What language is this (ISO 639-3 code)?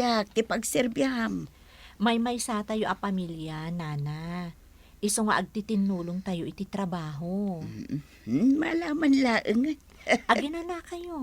ilo